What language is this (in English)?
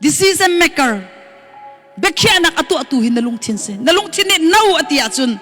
Hakha Chin